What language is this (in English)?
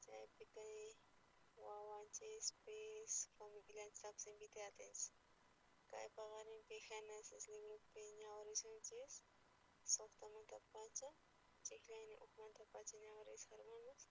South Bolivian Quechua